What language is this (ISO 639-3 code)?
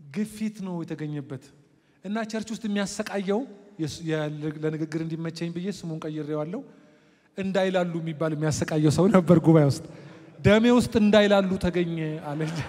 amh